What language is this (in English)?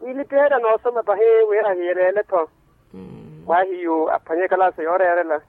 Makhuwa